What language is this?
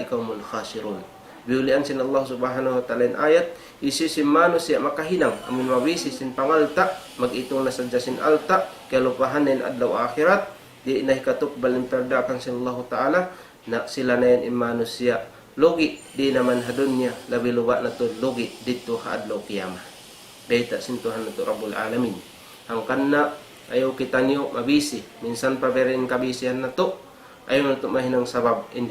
Tausug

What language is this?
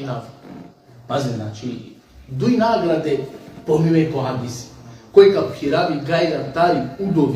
Balkan Romani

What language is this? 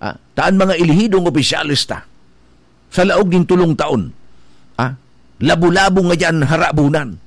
Bikol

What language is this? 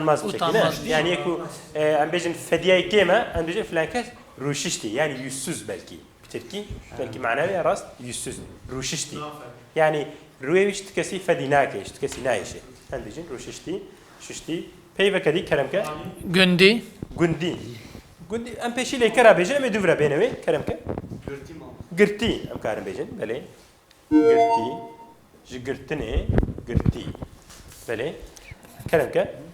Kurdish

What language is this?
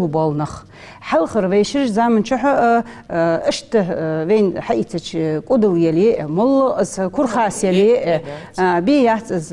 Ingush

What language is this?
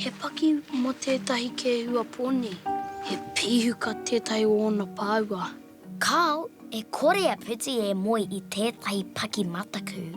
Māori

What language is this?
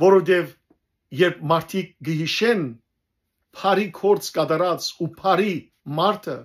Western Armenian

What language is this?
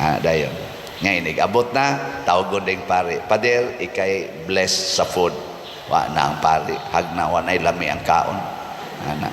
Cebuano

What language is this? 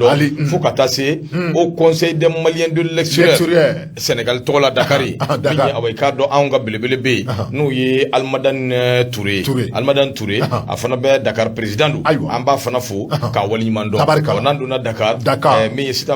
Bambara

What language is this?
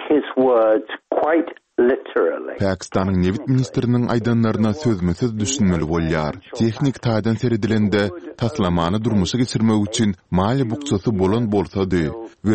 Turkmen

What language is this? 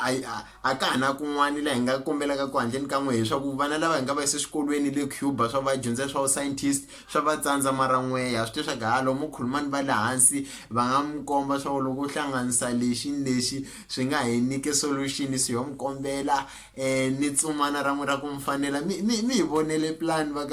Tsonga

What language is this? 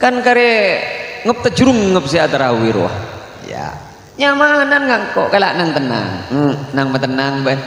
Madurese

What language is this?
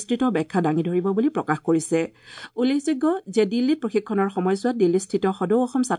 Assamese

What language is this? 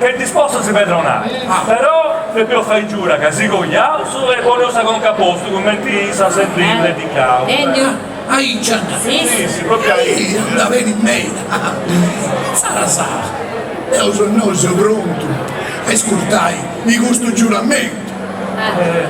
Sardinian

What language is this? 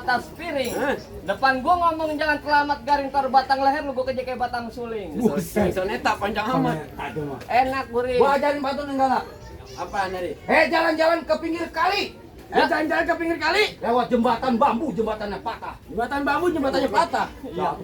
Betawi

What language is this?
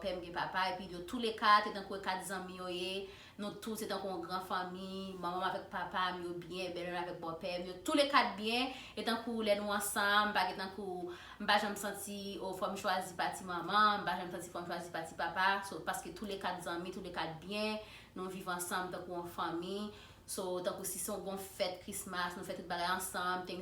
Haitian Creole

